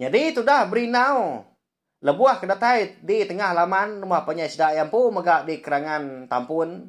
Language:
Iban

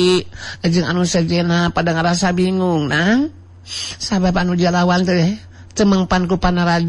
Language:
Sundanese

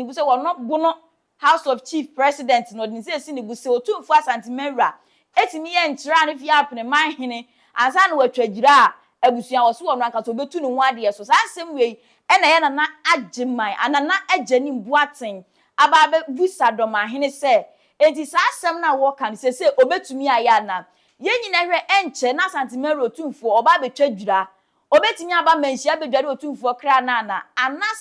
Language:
Akan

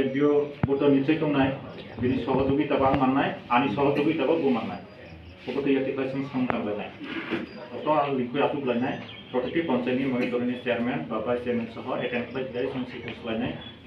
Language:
Kok Borok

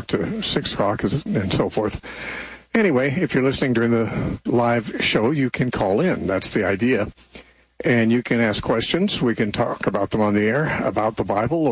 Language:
English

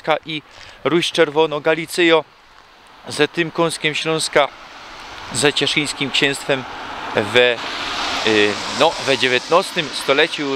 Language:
Silesian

